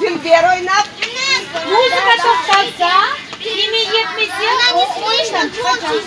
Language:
Crimean Tatar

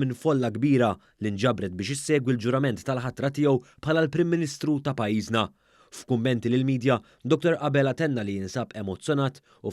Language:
Maltese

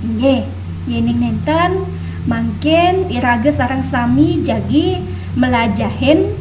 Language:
Balinese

